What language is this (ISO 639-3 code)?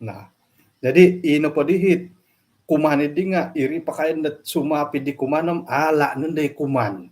dtp